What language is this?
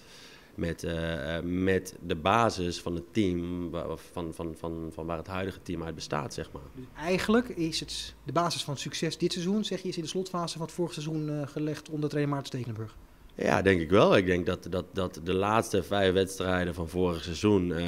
Dutch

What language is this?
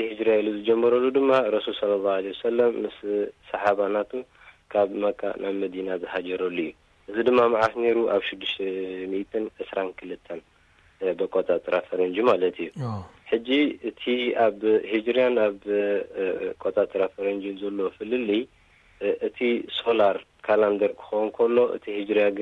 Tigrinya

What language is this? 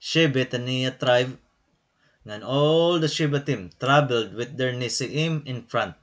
Waray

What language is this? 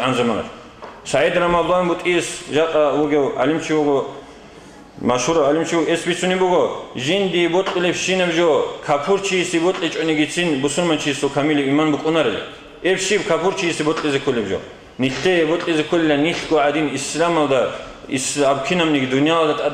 Avaric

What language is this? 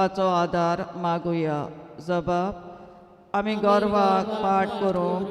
Konkani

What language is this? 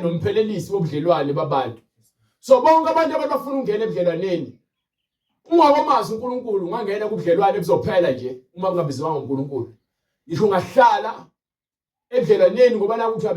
Zulu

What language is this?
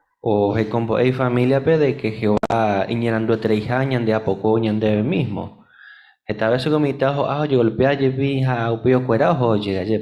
Guarani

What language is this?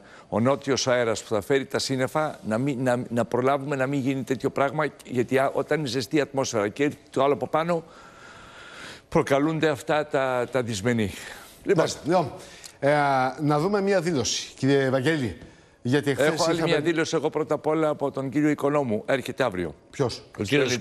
Greek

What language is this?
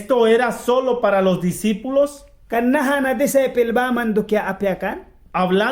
Mískito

